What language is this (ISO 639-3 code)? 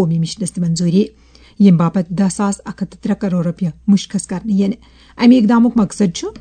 kas